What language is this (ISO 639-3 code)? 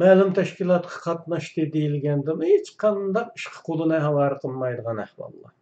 uig